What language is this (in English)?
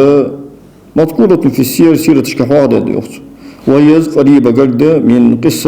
Ingush